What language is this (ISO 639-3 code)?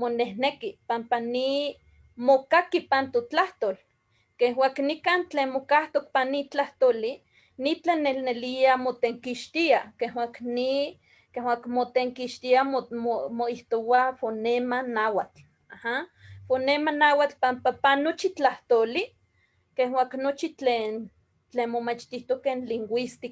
nhe